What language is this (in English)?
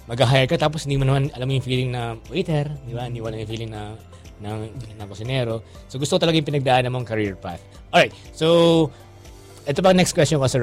Filipino